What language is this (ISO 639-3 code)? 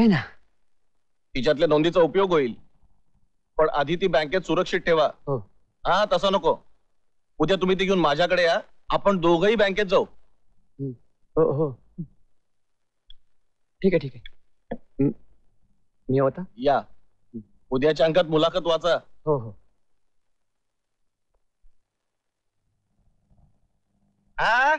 mar